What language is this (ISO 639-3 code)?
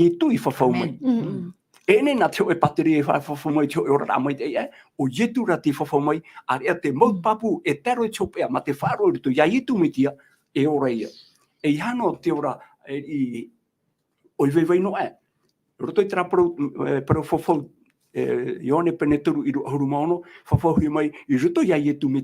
tah